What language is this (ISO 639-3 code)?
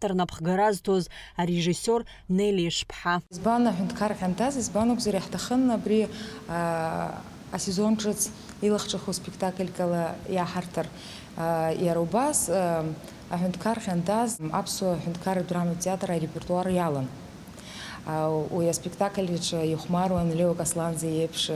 abk